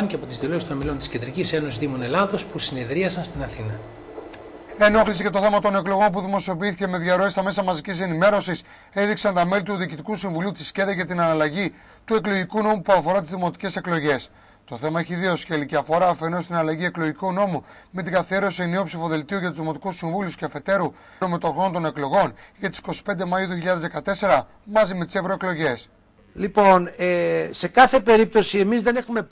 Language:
Greek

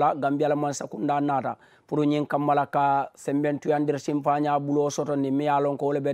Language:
Mandingo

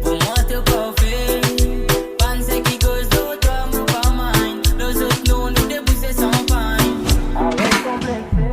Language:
Morisyen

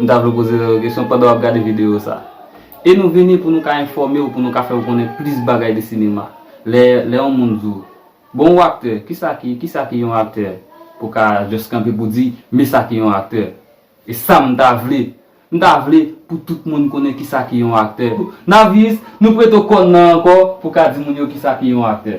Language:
Haitian Creole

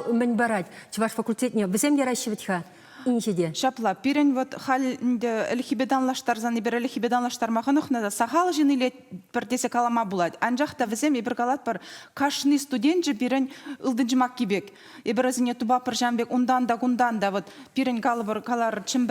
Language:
Chuvash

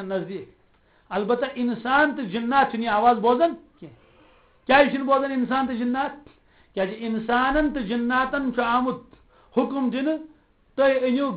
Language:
Kashmiri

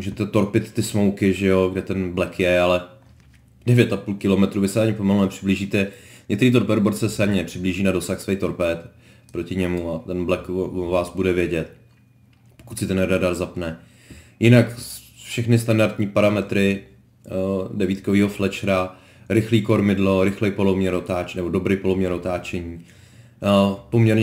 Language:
Czech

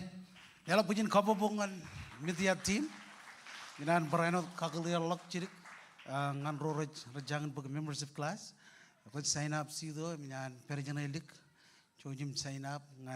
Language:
Marshallese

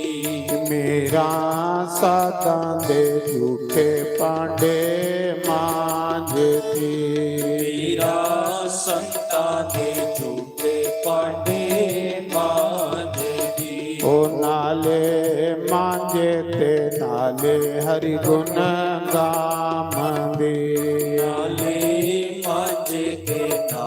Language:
Dogri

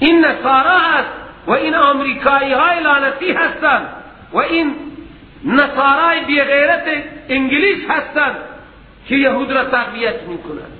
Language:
Persian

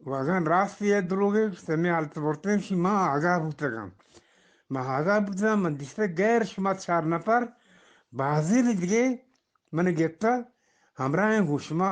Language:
Eastern Balochi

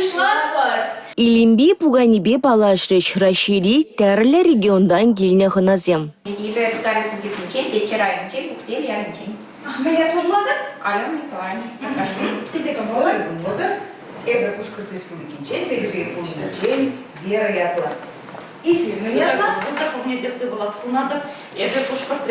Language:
Chuvash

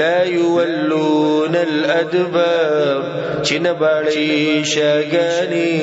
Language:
Pashto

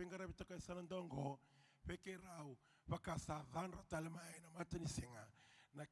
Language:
Fijian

